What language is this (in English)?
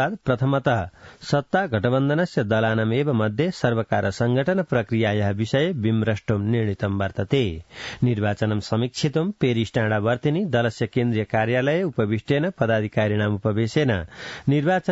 Sanskrit